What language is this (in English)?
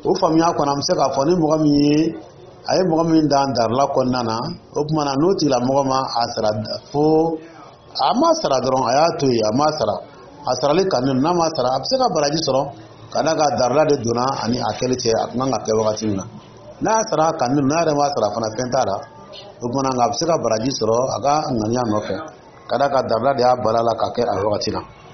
Dyula